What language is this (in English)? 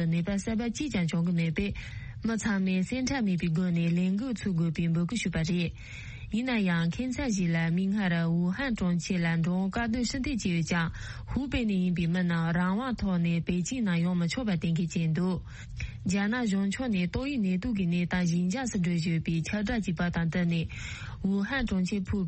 Tibetan